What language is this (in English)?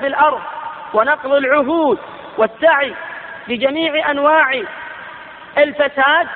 Arabic